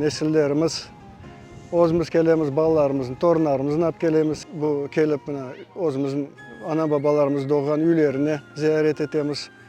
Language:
Crimean Tatar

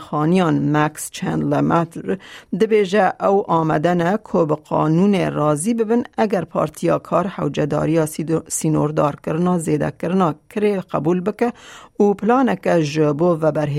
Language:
Kurdish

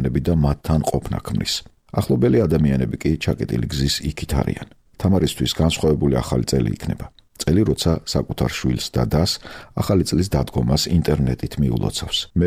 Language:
Georgian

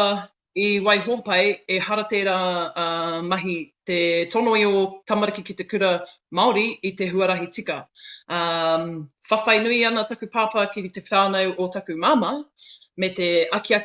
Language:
Māori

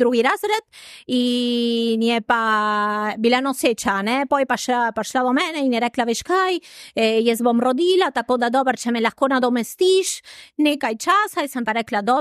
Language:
Slovenian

